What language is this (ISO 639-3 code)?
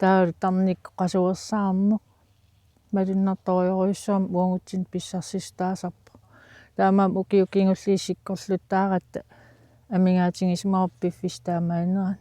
kal